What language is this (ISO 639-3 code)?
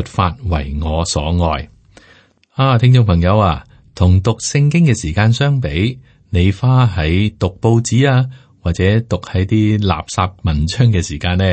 yue